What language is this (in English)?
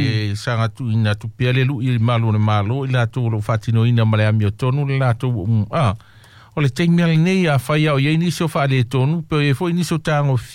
Samoan